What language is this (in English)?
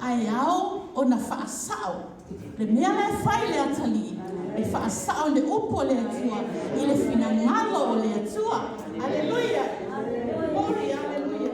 Samoan